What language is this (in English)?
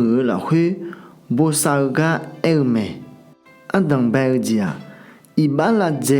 Akha